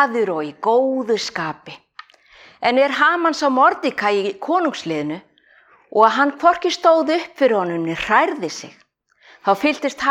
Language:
Icelandic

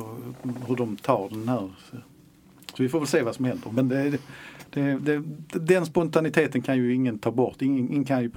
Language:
Swedish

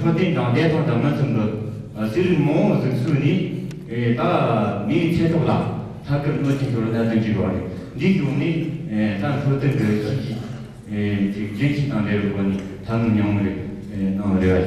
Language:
Tibetan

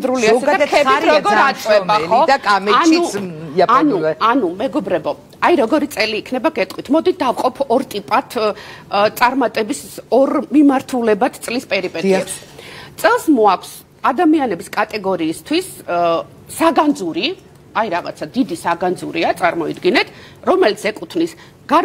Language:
Georgian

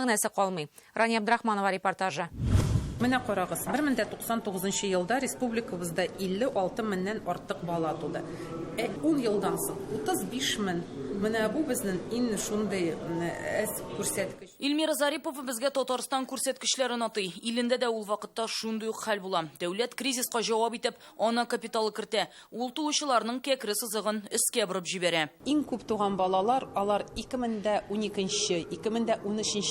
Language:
Tatar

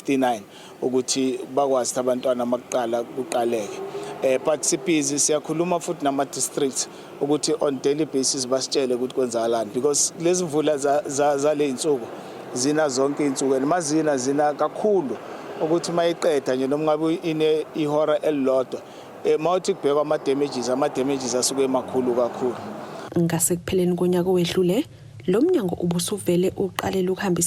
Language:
Zulu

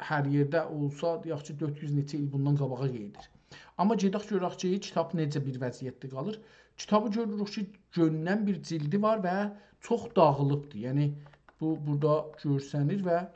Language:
South Azerbaijani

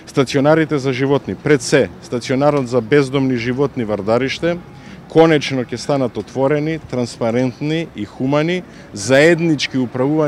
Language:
Macedonian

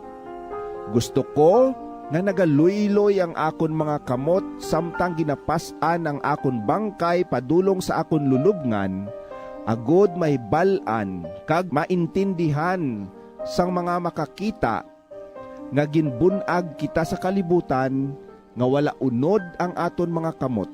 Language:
Hiligaynon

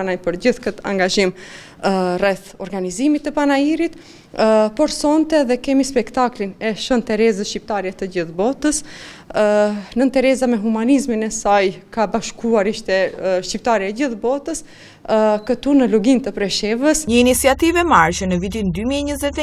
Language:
Albanian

